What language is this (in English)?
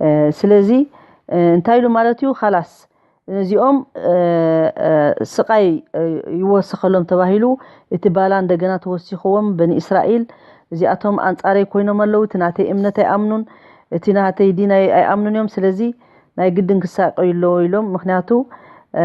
Tigrinya